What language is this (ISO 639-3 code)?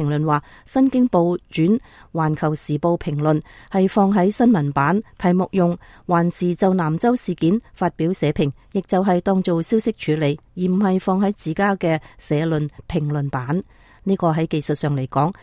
yue